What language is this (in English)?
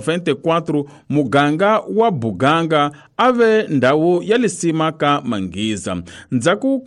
Tsonga